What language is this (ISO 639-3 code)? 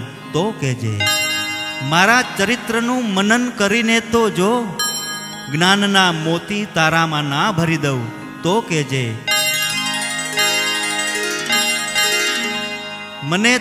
guj